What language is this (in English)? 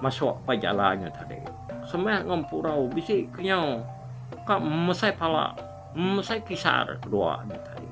Iban